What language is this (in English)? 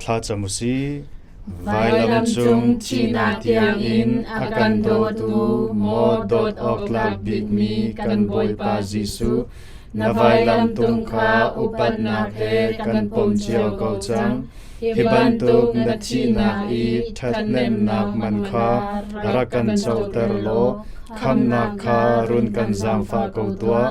Hakha Chin